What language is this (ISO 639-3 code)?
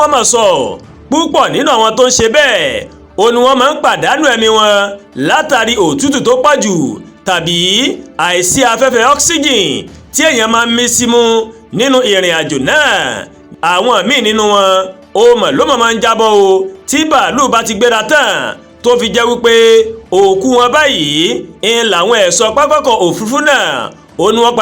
yor